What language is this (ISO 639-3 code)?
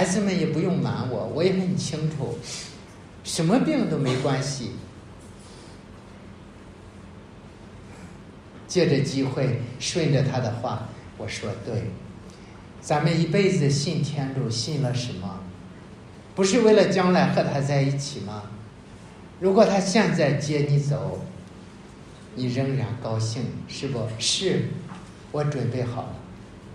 zho